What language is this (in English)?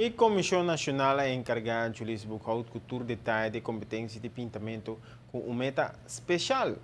Papiamento